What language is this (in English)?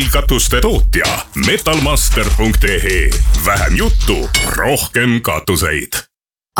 Estonian